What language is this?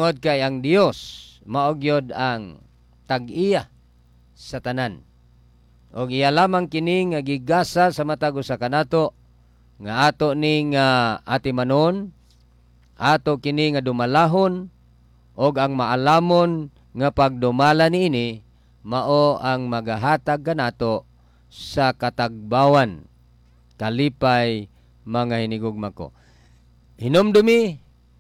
Cebuano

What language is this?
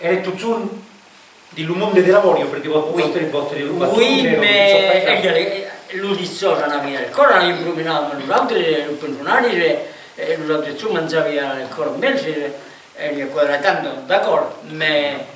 Occitan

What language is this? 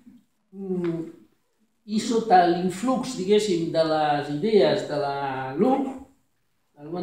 Catalan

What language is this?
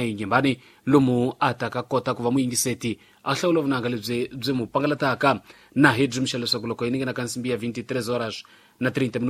Tsonga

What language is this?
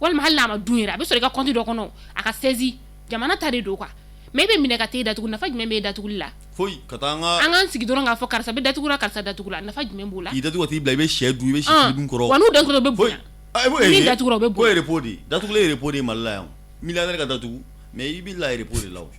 Bambara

